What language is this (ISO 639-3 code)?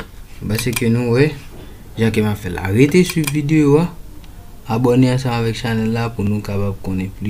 hat